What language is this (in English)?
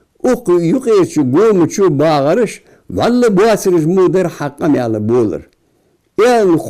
Ingush